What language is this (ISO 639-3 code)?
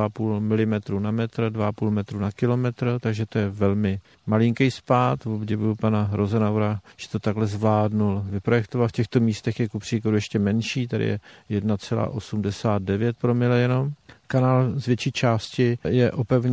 ces